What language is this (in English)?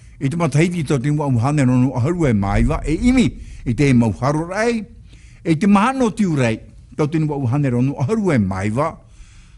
Tahitian